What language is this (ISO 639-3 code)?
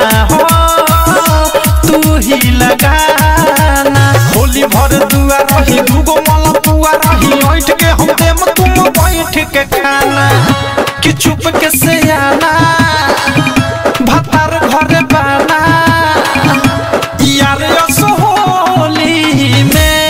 bho